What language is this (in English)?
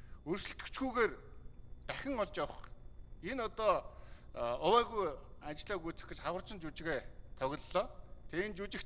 Mongolian